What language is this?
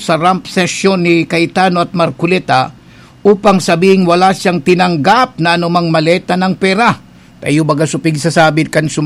Bikol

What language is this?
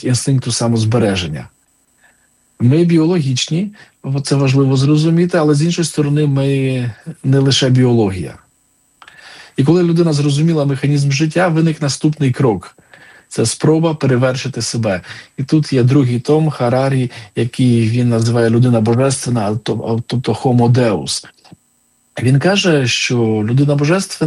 Ukrainian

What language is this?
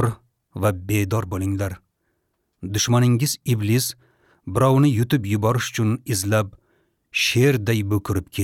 Uzbek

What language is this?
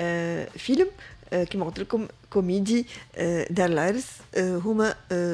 Tunisian Arabic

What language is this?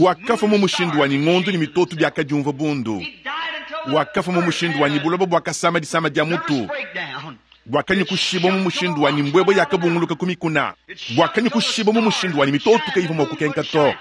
Luba-Lulua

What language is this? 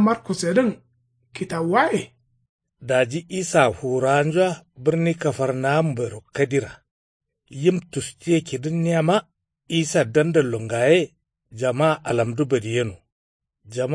Kanuri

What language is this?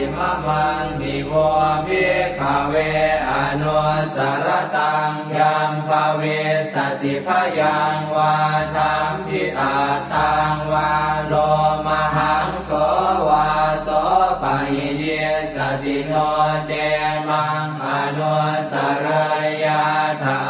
Pali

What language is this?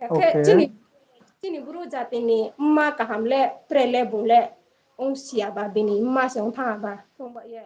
Riang (India)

